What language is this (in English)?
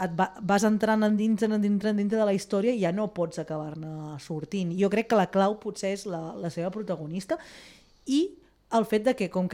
Catalan